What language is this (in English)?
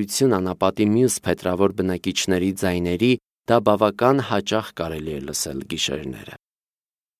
Armenian